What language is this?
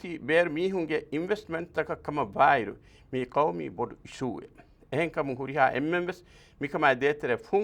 Divehi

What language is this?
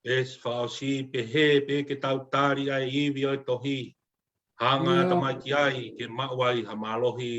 Tongan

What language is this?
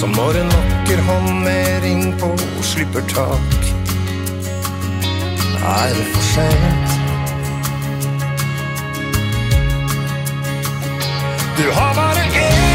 Norwegian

